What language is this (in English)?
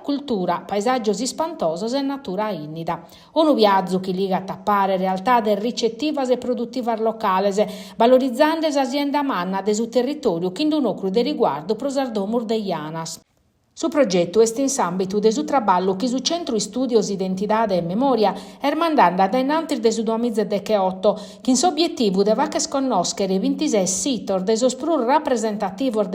Sardinian